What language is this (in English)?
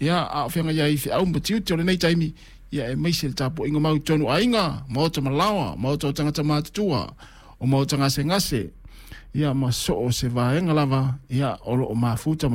Samoan